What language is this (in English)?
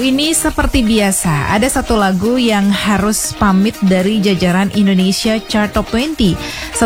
Indonesian